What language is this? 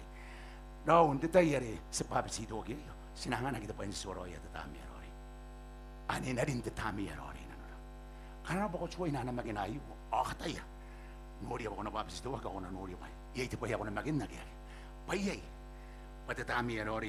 Gilbertese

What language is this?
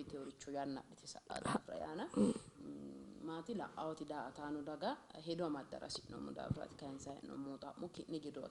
Sidamo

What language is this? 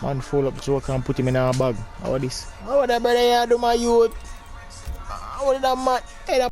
Jamaican Creole English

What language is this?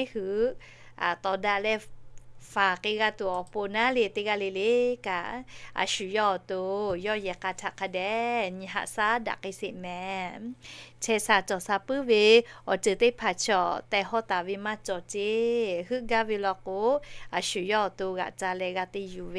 Lahu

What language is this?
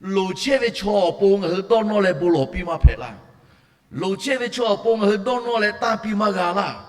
Lahu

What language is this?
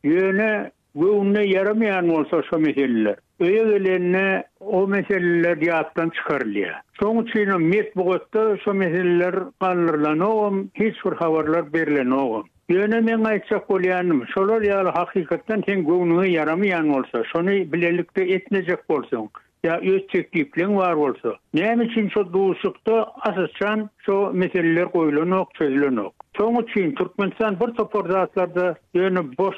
Turkmen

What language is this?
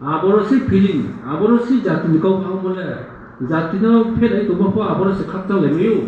Riang (India)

